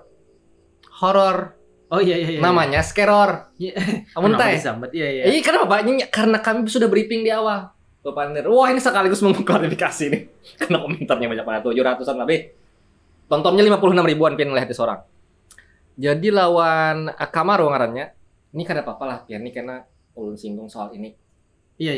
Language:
Banjar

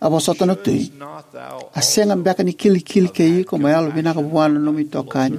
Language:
Fijian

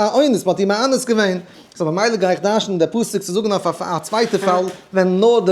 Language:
Yiddish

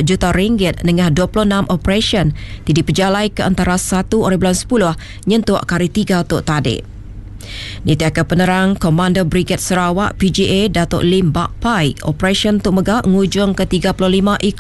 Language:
Iban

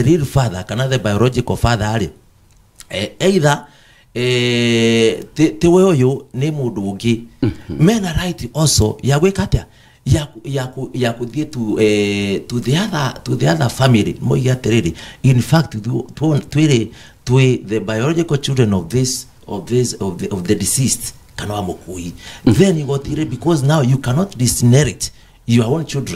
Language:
Kikuyu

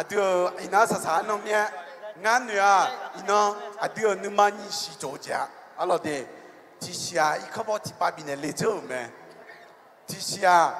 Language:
Akha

